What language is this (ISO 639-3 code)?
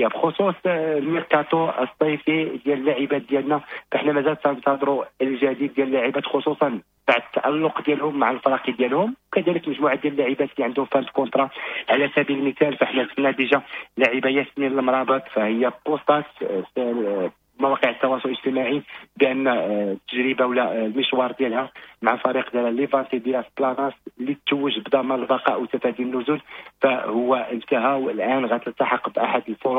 ary